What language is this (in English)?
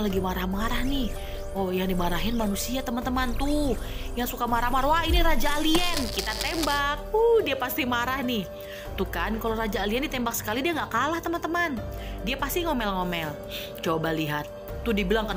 Indonesian